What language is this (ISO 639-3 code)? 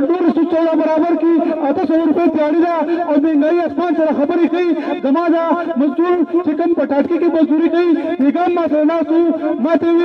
pus